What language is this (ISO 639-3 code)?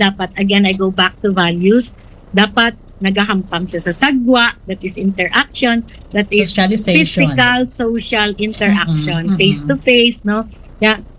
hil